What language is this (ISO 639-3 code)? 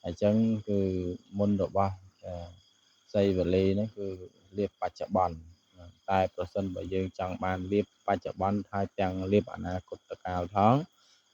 khm